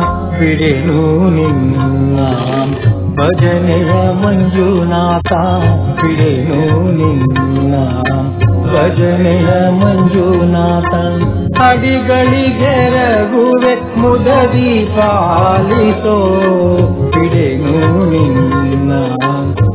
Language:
Kannada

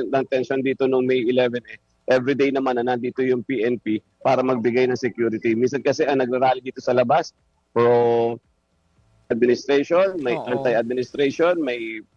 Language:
Filipino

